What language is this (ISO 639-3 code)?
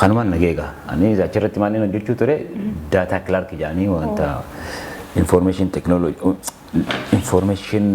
orm